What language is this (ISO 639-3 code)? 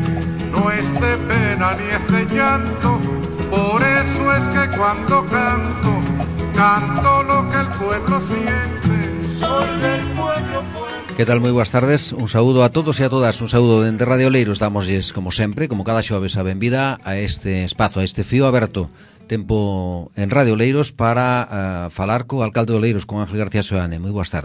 glg